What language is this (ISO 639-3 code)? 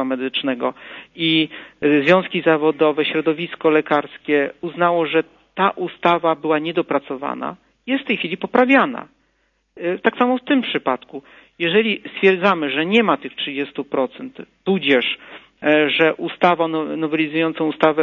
pol